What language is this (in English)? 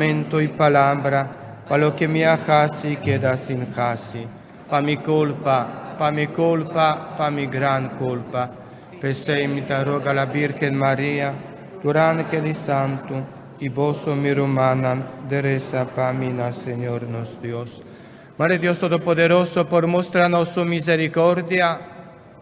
Papiamento